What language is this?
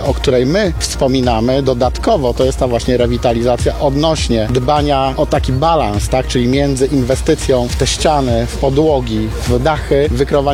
Polish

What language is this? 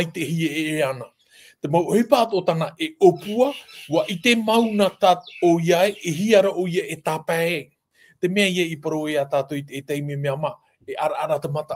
Tahitian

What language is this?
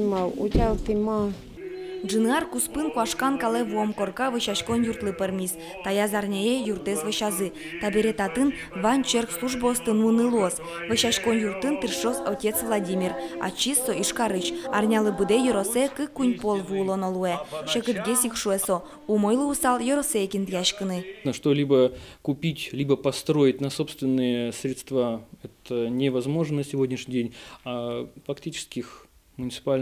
Udmurt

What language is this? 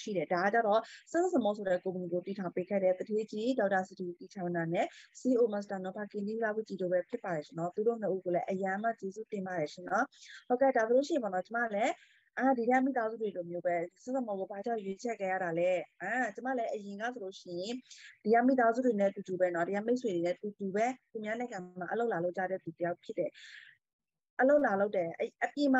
Burmese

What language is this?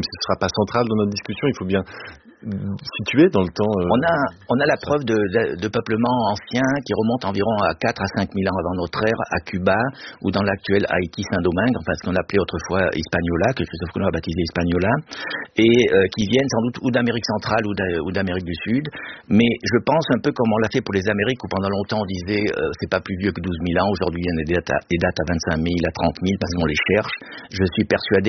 French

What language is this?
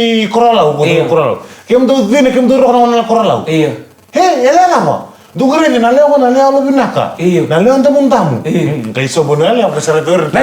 Fijian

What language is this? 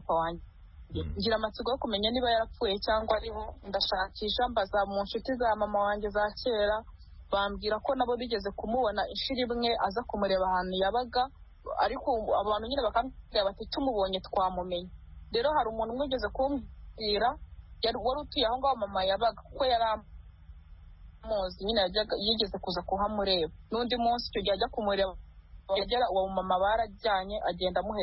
Kinyarwanda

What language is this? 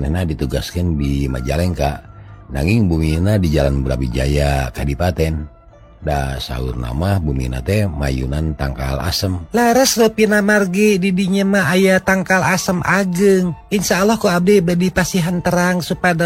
Sundanese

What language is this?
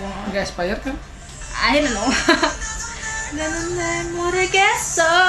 Indonesian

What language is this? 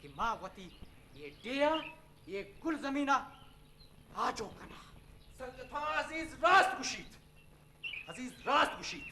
Eastern Balochi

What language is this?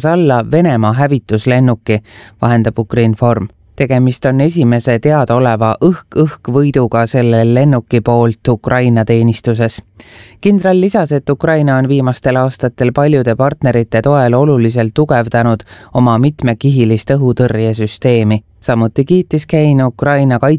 Estonian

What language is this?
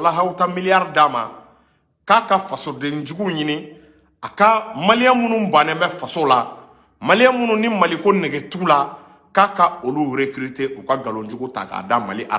Bambara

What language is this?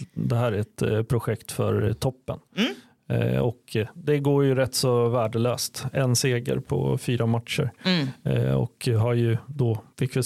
Swedish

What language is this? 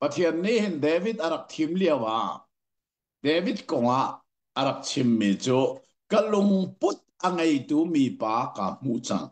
Hakha Chin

